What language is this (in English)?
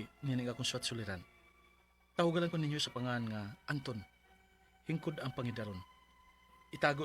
Cebuano